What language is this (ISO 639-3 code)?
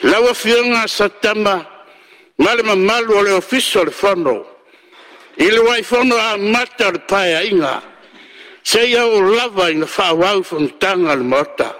smo